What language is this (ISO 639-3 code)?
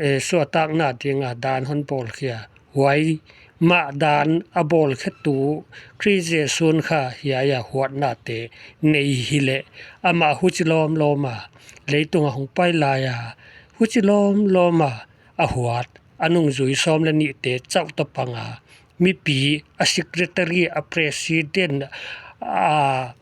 pck